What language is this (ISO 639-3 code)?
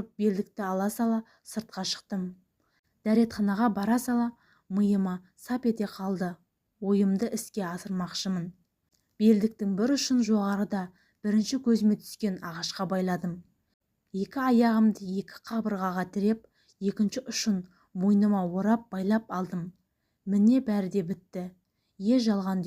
kaz